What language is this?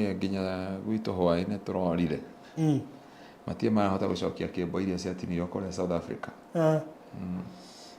Kikuyu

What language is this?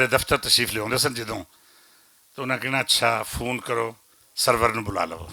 Western Panjabi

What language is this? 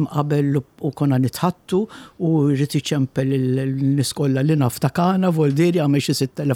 Maltese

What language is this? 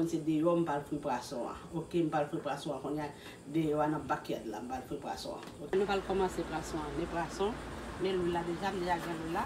Haitian Creole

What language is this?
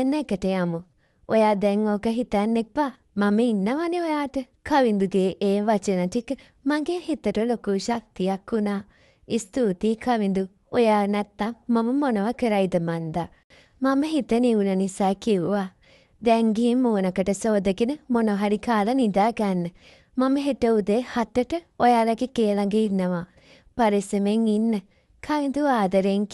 Sinhala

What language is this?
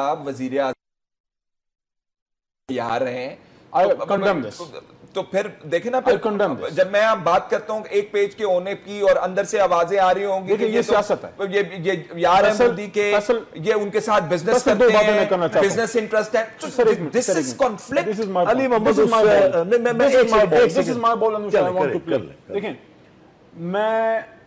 Urdu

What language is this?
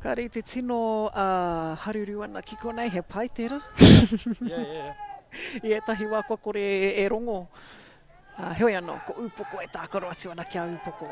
Māori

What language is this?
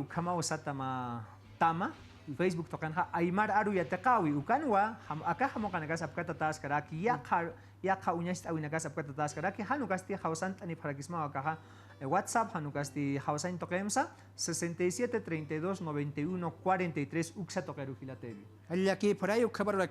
Aymara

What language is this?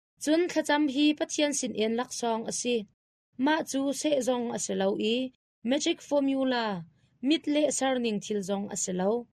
Hakha Chin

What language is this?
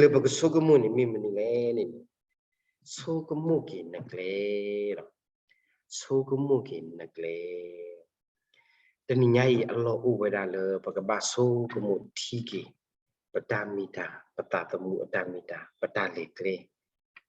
S'gaw Karen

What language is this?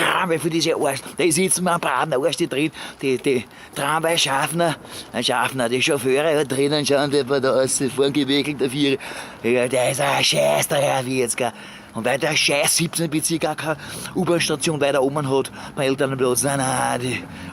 Bavarian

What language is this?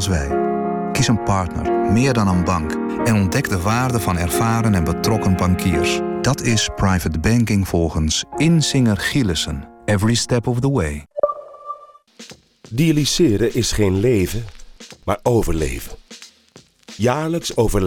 Dutch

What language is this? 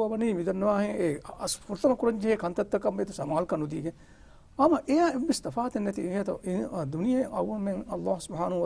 Divehi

